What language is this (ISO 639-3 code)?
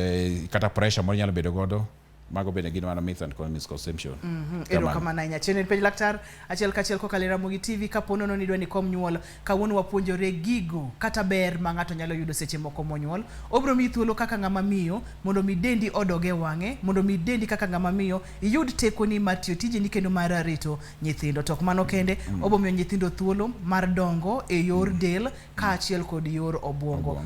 luo